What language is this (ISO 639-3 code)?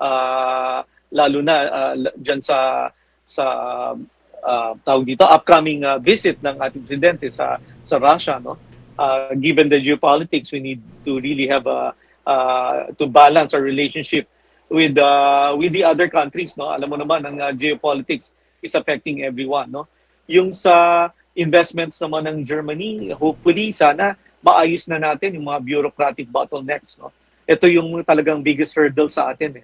fil